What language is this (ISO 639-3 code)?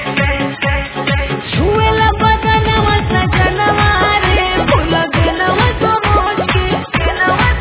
bho